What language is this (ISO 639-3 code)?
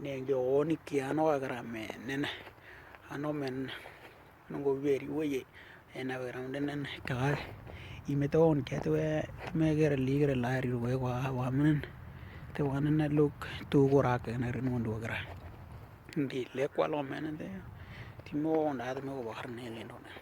dnw